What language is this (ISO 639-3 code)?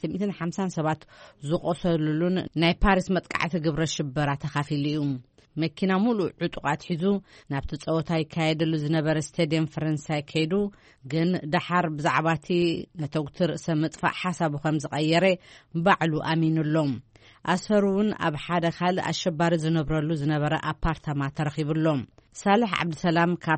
tir